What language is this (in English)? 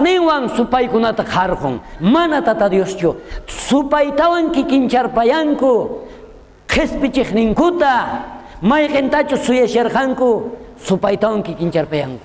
South Bolivian Quechua